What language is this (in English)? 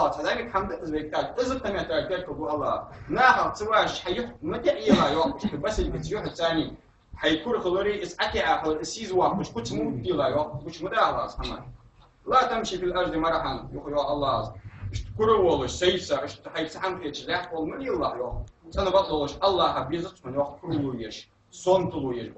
Ingush